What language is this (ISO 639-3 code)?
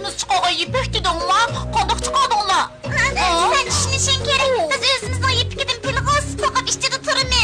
uig